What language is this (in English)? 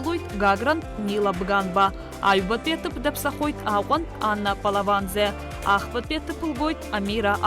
Abkhazian